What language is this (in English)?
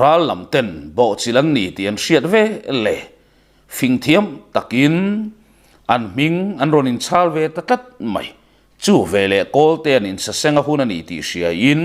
Mizo